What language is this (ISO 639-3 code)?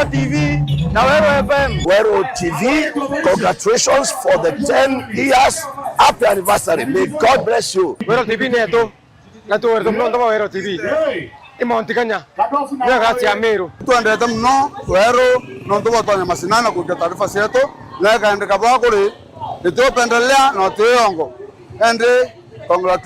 mer